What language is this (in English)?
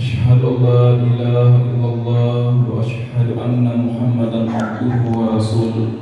Buginese